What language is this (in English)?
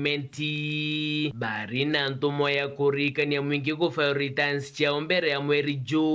Meru